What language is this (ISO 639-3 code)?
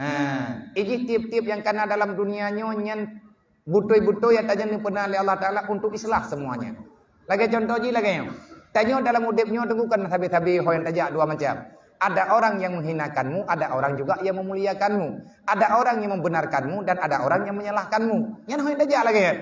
ace